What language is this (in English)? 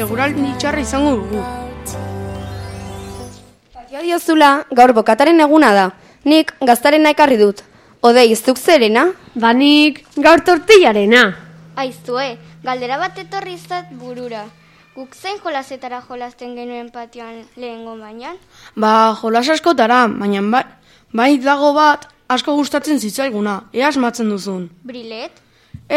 Basque